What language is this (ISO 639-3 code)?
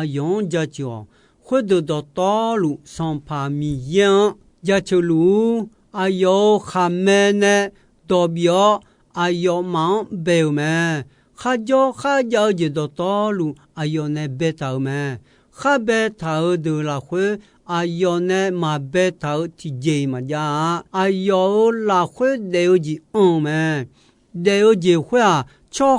ahk